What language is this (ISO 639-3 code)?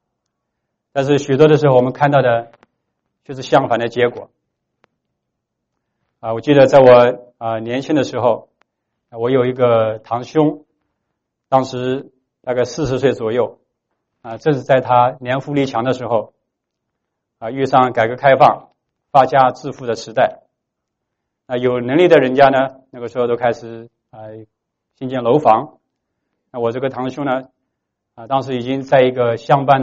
zho